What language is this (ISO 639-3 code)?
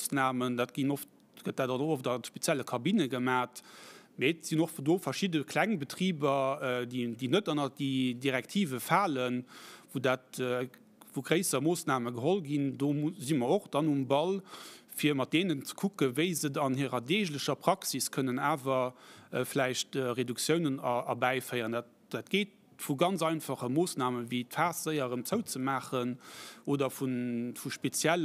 ltz